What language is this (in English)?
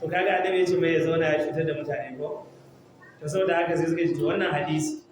Hausa